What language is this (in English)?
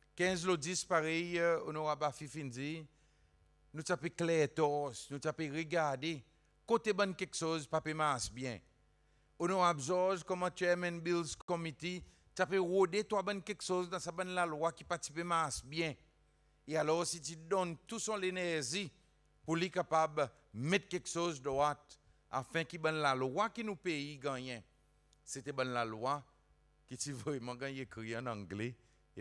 Seselwa Creole French